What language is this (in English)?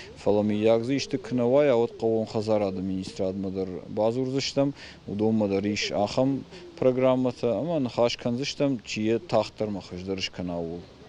Ossetic